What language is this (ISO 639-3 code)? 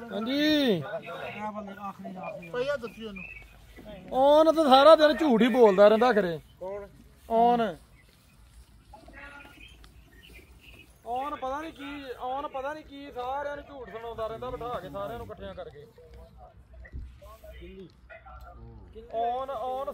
pan